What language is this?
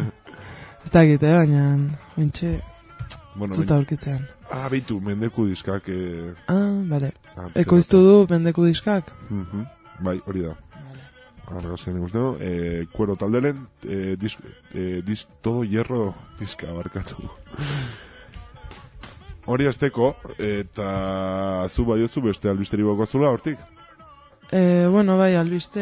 Basque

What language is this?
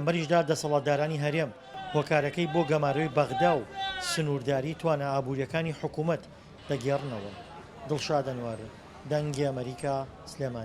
Central Kurdish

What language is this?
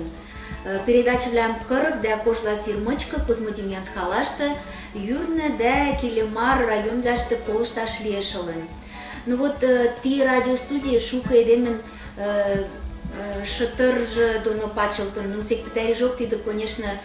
Western Mari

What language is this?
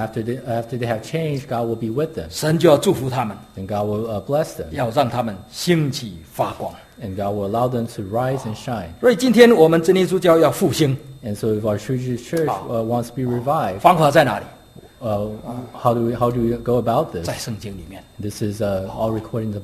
Chinese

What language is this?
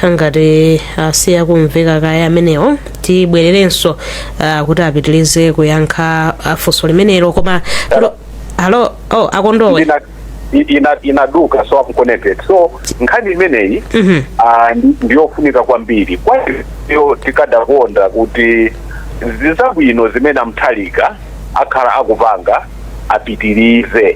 Nyanja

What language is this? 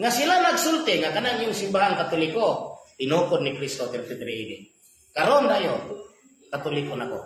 Cebuano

